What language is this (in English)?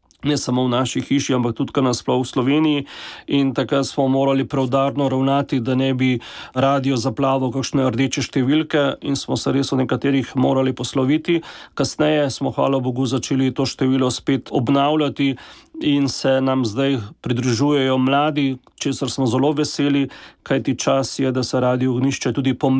Slovenian